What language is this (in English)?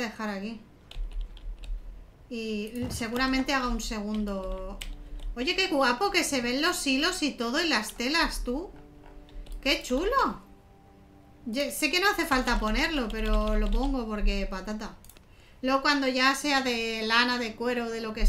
Spanish